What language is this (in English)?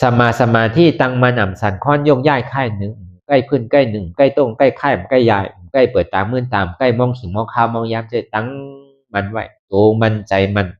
Shan